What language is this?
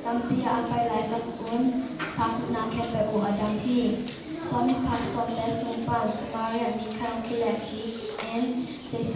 Tedim Chin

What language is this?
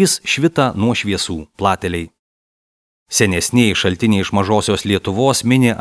Lithuanian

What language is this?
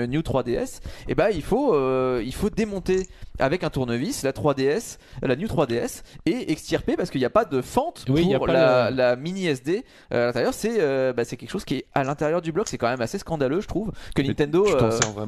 French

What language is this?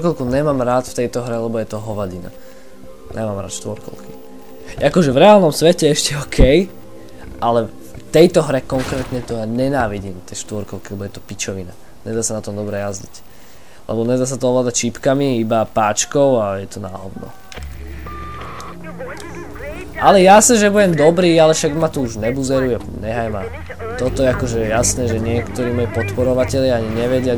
Slovak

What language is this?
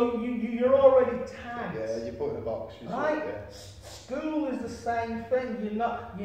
English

